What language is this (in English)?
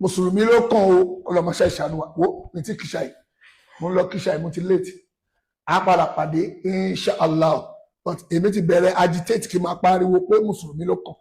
Yoruba